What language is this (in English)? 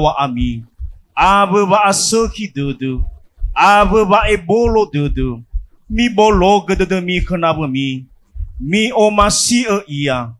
Nias